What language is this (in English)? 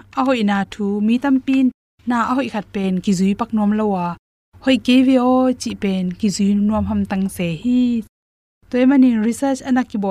Tedim Chin